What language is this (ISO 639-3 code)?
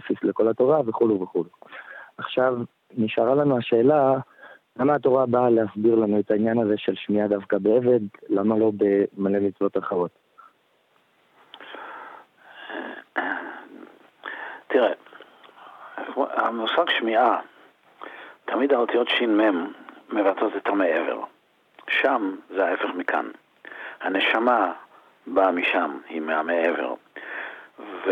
heb